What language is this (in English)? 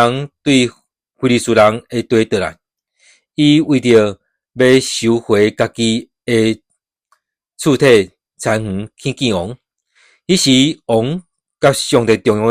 Min Nan Chinese